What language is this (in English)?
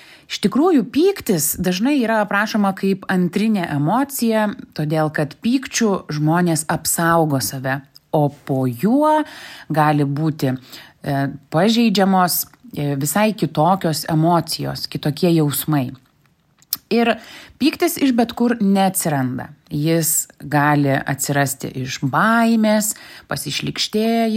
Lithuanian